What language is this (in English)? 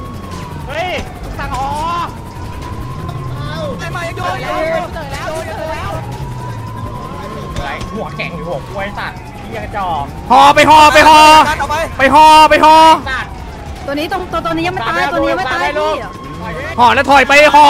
Thai